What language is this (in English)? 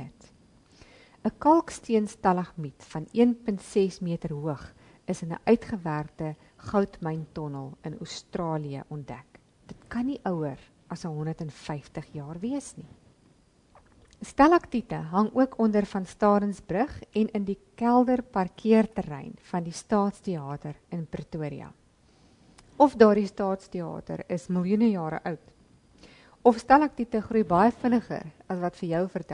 Afrikaans